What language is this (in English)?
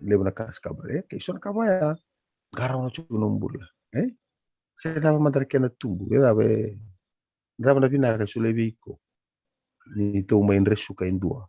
Fijian